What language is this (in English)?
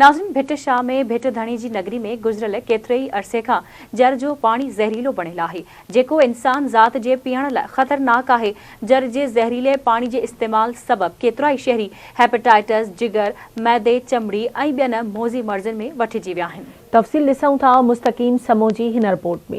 Sindhi